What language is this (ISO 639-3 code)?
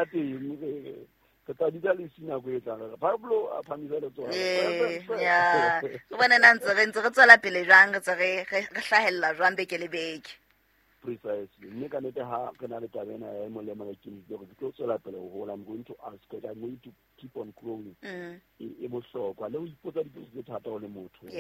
sot